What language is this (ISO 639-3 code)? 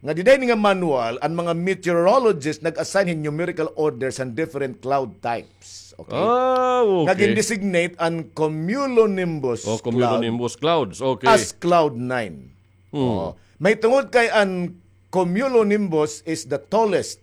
war